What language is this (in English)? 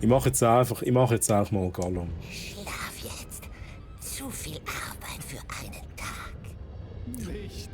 Swiss German